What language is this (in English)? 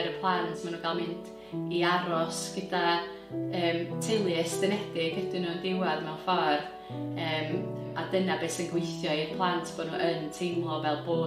Welsh